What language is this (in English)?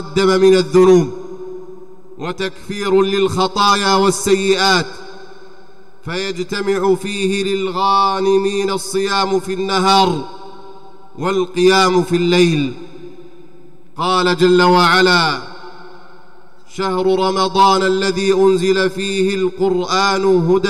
Arabic